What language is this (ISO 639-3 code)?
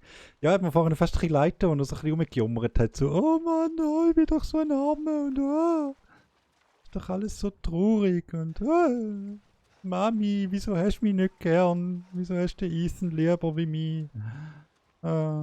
gsw